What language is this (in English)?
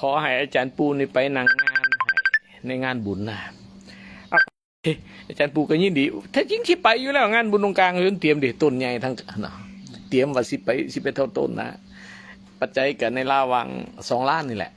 Northeastern Thai